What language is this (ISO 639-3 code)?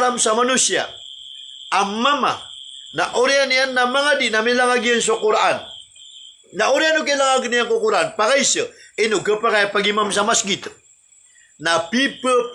mrw